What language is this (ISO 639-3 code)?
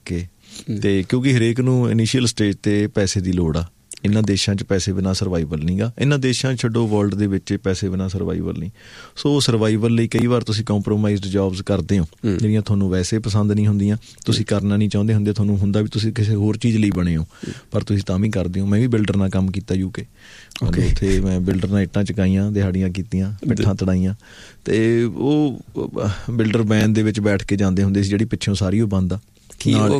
pan